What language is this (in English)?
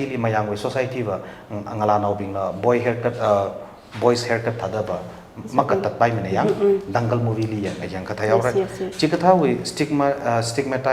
Tangkhul Naga (India)